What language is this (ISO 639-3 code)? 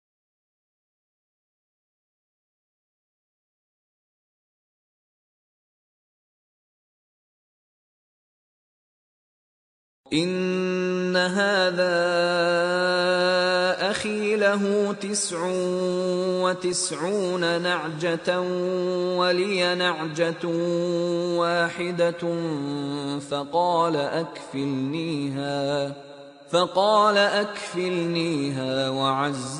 ara